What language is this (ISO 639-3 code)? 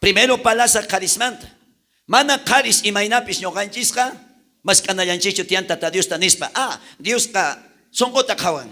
quh